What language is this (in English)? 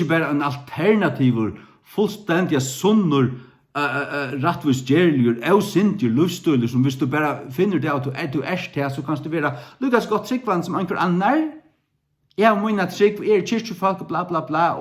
Faroese